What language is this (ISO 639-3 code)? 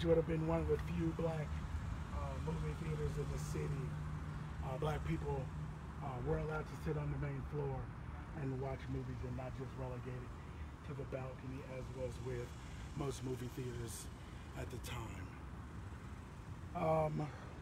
eng